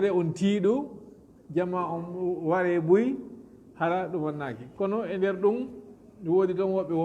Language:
Fula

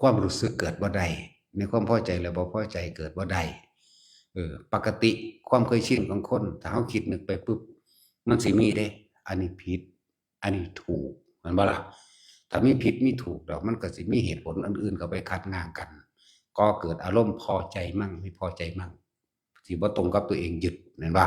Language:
Northeastern Thai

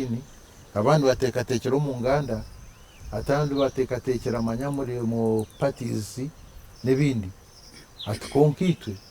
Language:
Nyankole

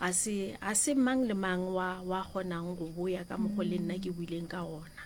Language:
Northern Sotho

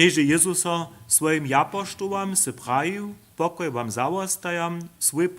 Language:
Upper Sorbian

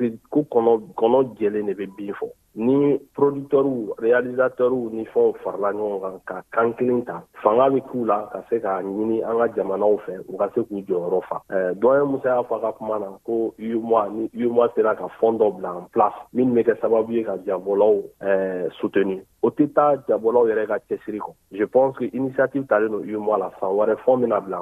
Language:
Bambara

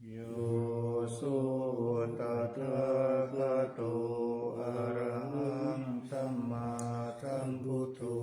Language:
Pali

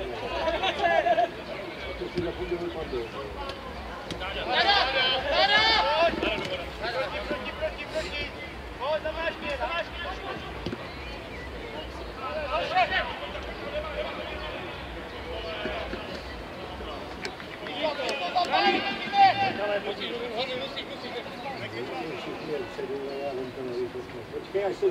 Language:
Czech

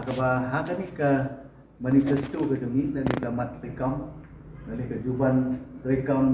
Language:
Khasi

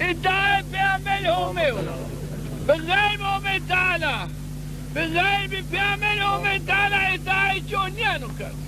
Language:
Zaza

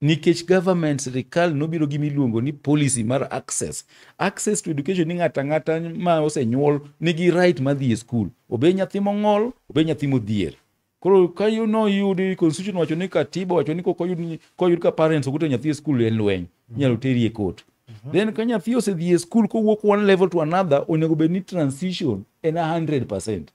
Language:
Luo (Kenya and Tanzania)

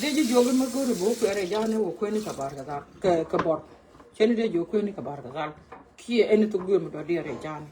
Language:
Nuer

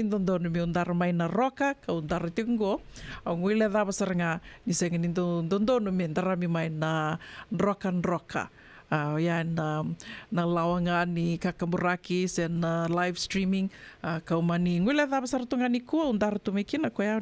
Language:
Fijian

